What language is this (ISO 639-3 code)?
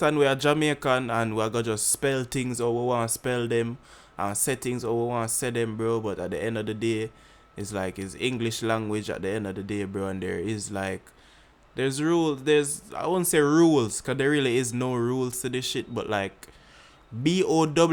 jam